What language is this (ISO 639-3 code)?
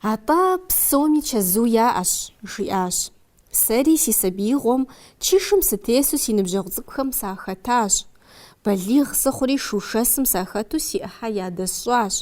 kbd